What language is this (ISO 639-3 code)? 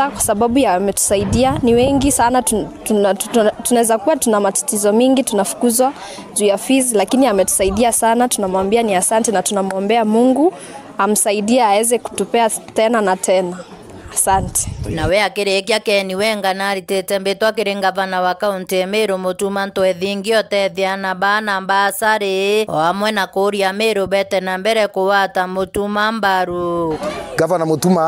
mer